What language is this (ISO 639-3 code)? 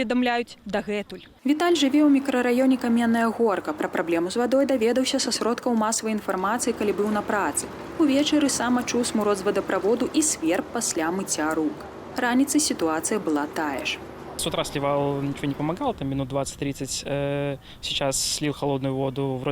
bel